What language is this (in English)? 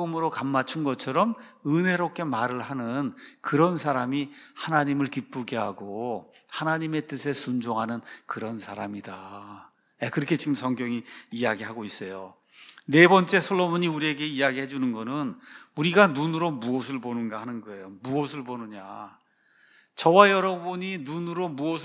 Korean